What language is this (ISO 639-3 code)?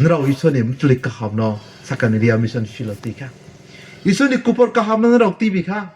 ria